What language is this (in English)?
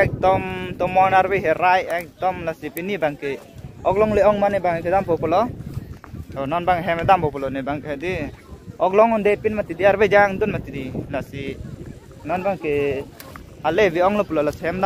Karbi